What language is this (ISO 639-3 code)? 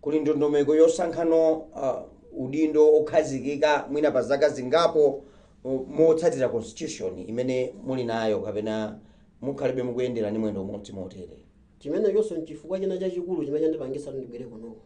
nya